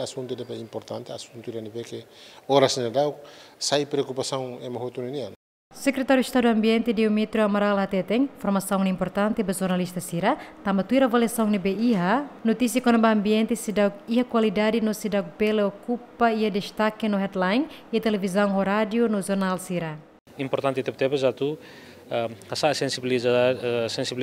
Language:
Tetum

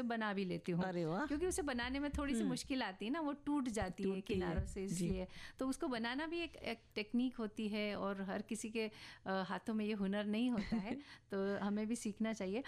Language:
Hindi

